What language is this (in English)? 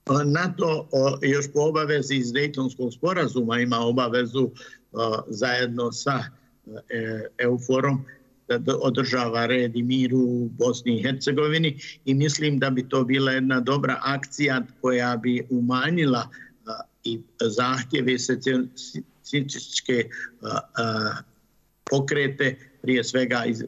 Bosnian